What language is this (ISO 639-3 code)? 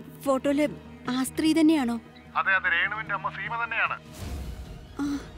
mal